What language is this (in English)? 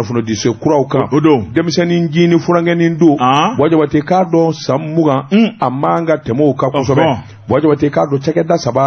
Bambara